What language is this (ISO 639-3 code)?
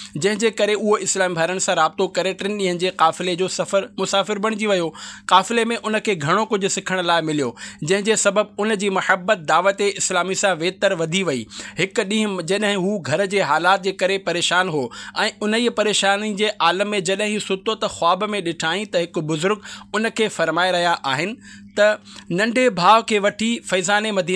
snd